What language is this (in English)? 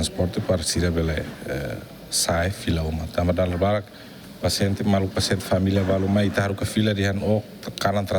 Tetum